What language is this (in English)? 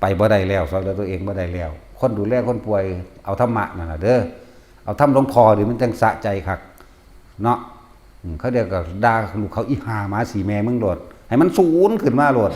Northeastern Thai